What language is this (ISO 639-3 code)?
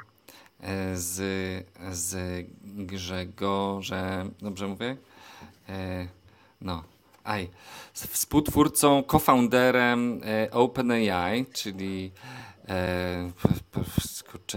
pol